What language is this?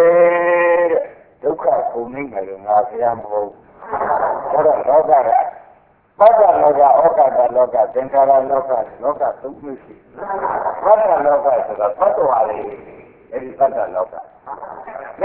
Burmese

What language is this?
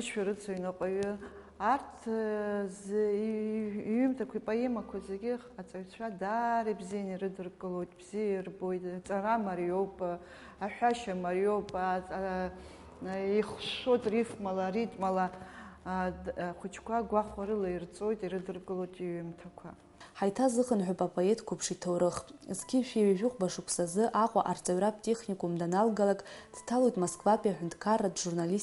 Abkhazian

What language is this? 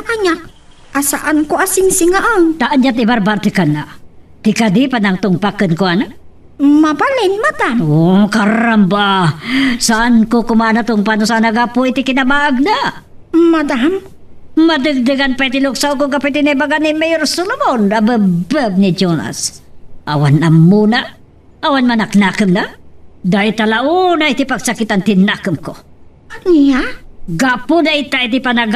Iloko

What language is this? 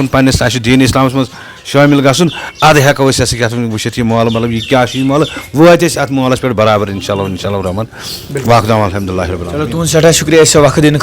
Kashmiri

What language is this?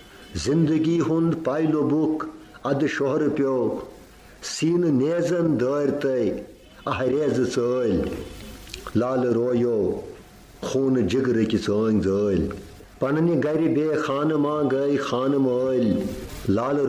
Kashmiri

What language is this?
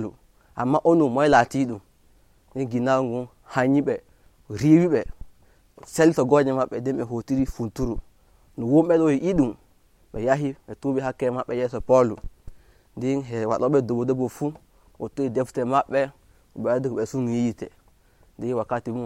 Nigerian Fulfulde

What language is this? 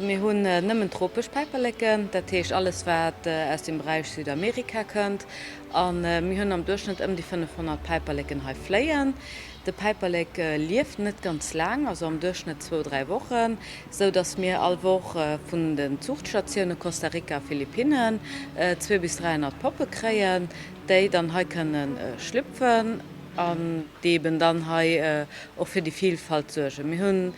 Luxembourgish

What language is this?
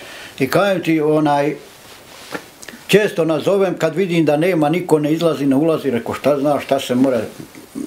Bosnian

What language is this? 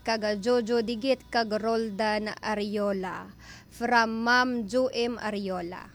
Hiligaynon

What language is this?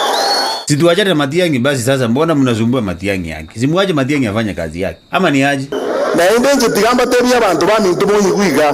Gusii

